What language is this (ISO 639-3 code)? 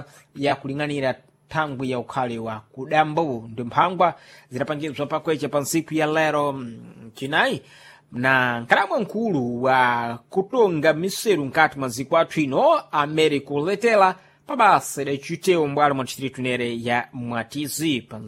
seh